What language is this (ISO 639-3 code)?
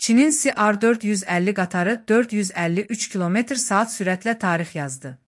aze